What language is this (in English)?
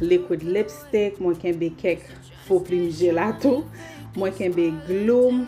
Haitian Creole